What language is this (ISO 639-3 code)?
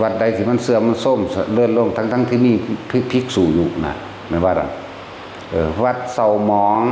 tts